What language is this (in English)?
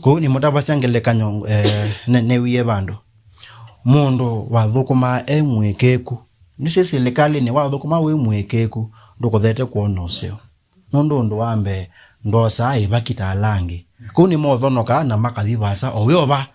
Kamba